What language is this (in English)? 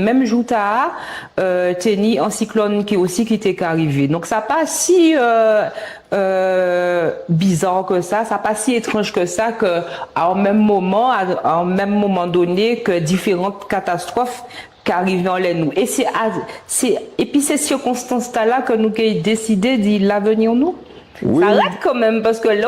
Guadeloupean Creole French